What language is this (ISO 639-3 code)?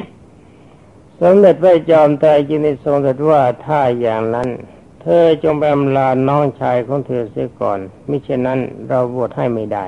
tha